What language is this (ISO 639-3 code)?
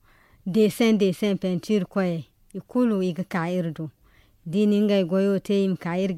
dje